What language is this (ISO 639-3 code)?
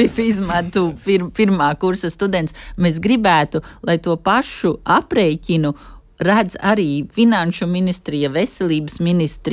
lav